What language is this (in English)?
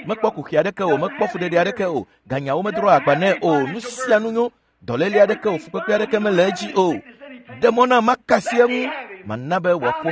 Ewe